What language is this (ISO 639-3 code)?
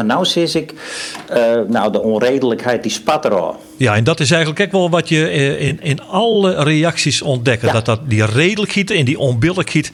fry